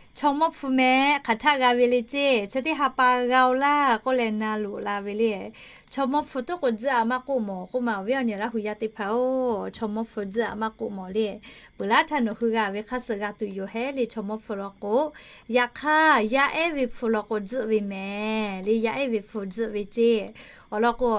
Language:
Lahu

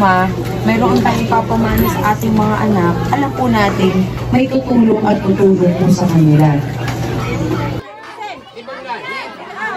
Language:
Filipino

